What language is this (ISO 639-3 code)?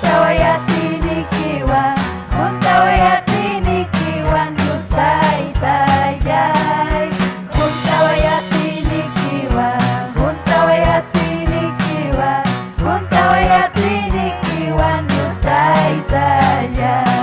quy